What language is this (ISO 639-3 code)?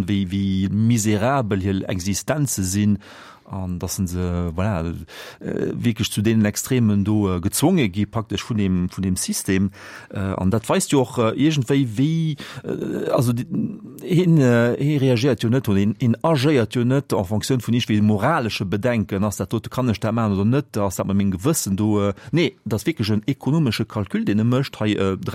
ltz